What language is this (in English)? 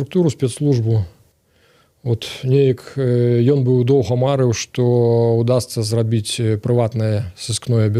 Belarusian